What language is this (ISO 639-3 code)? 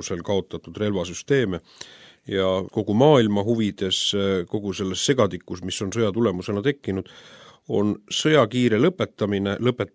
est